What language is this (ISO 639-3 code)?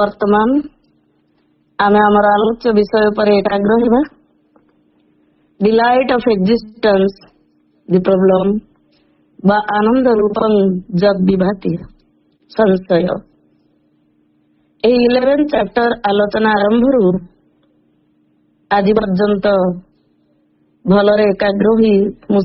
ori